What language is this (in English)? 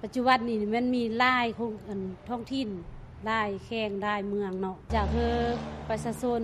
Lao